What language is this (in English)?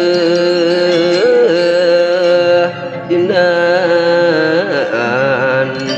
Balinese